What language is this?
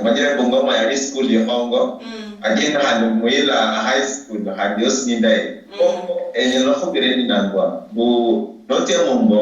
Luyia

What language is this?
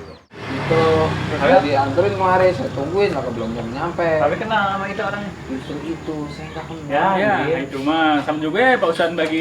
Betawi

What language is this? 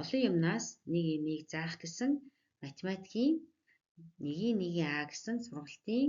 Mongolian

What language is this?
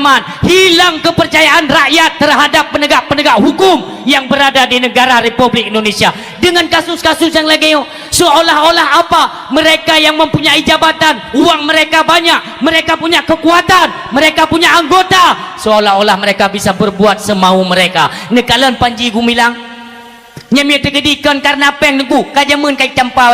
Achinese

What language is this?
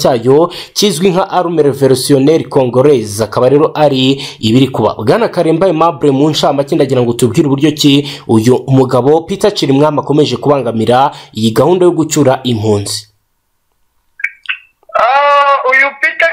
Kinyarwanda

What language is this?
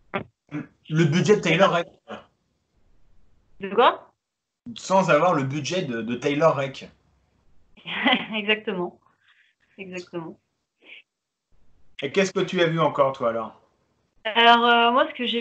French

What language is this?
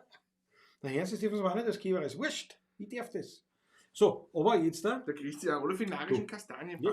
Bavarian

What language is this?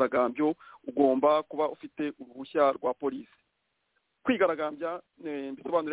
Kinyarwanda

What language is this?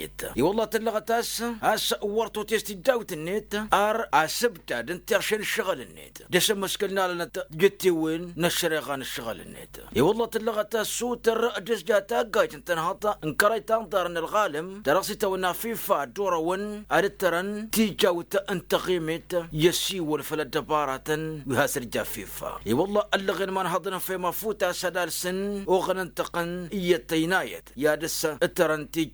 Tamasheq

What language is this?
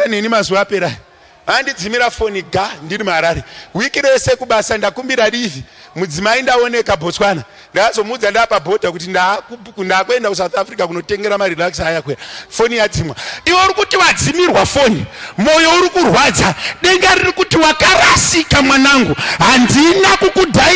Shona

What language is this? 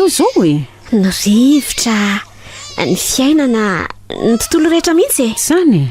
Malagasy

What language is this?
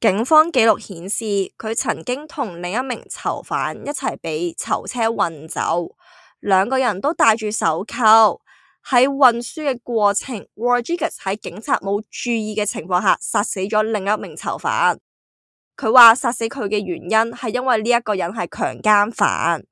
Cantonese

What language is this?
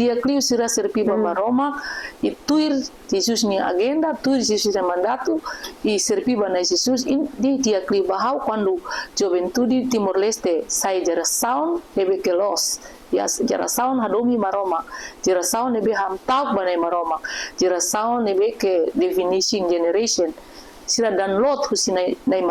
Tetum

